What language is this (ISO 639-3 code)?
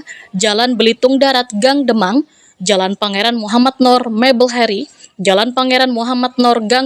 bjn